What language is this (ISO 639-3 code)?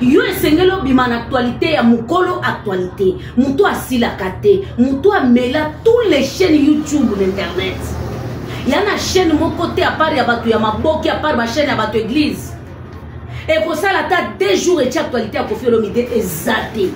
lin